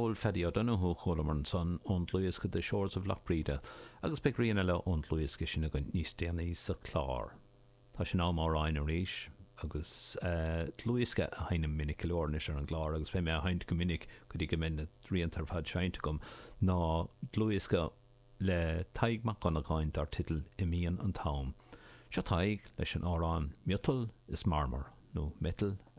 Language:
Irish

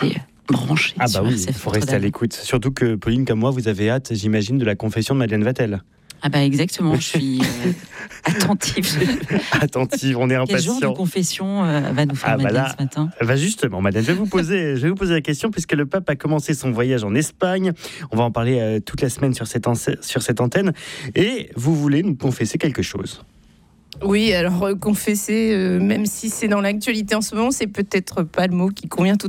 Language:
French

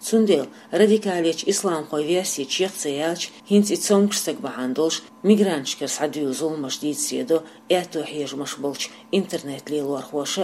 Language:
Chechen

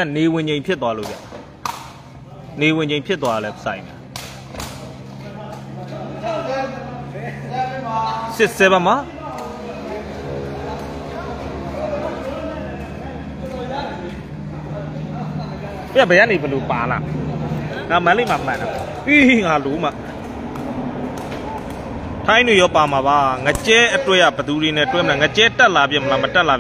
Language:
Burmese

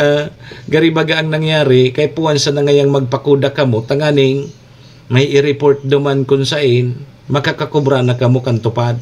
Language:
Bikol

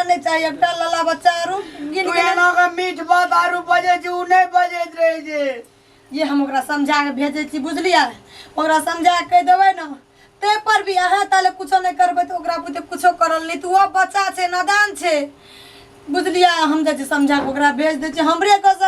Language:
Maithili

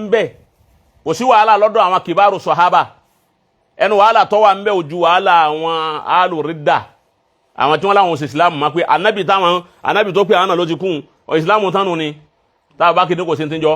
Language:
Yoruba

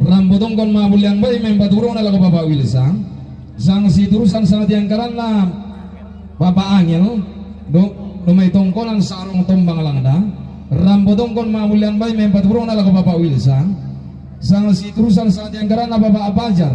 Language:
Toraja-Sa'dan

